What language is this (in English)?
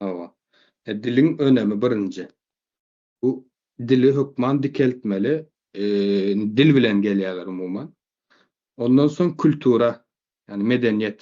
Turkmen